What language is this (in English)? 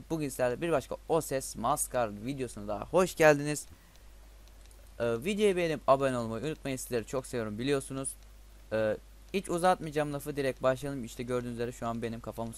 Turkish